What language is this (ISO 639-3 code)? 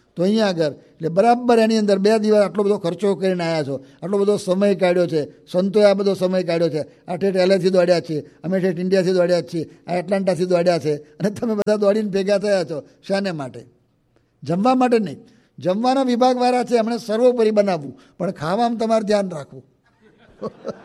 guj